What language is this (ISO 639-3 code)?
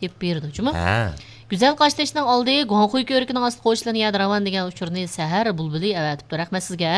uig